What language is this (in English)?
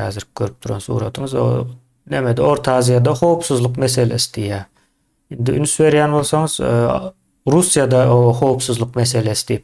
Turkmen